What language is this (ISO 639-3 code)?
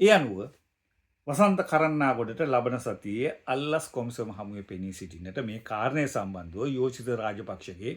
sin